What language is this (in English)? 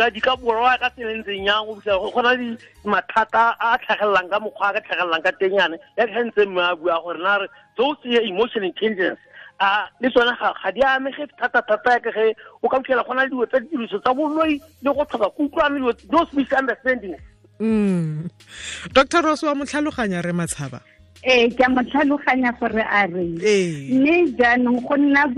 Tswana